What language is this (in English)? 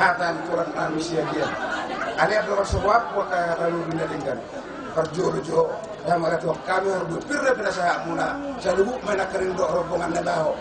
Batak Toba